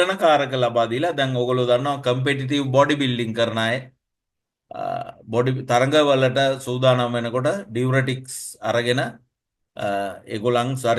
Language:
Sinhala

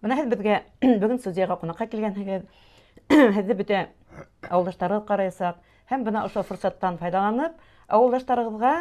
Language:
Bashkir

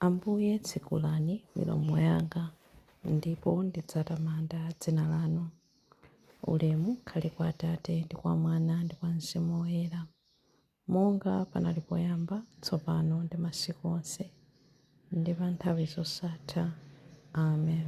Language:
Nyanja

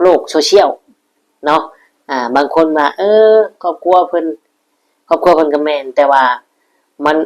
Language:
Northeastern Thai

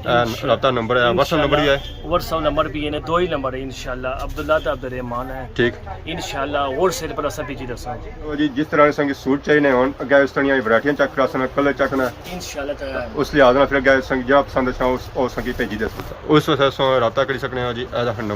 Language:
Pahari-Potwari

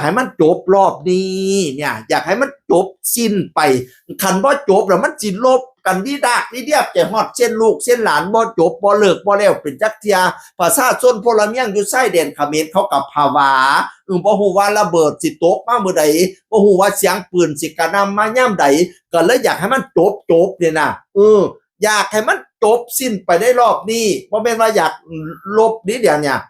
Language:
Northeastern Thai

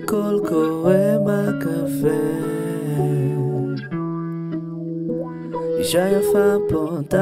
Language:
Hebrew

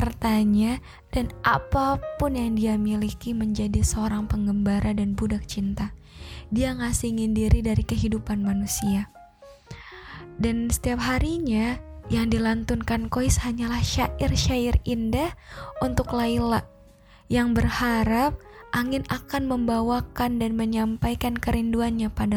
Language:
Indonesian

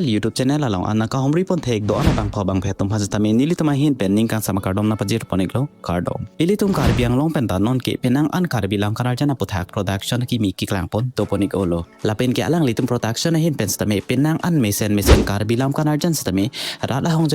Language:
Karbi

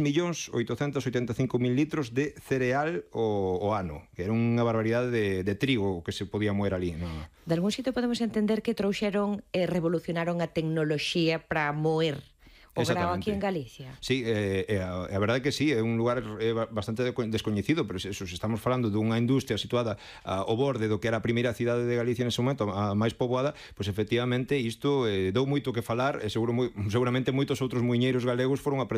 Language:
Galician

